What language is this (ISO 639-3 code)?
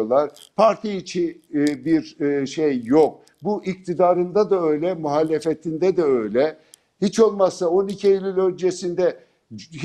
tur